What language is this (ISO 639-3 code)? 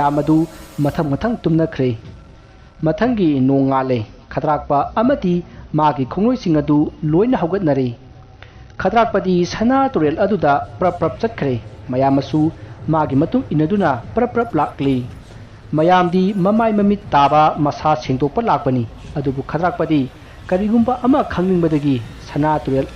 mni